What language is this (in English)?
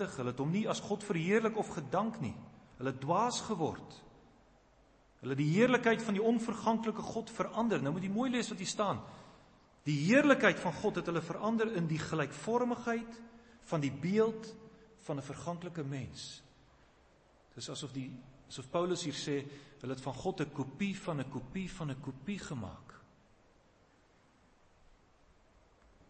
Afrikaans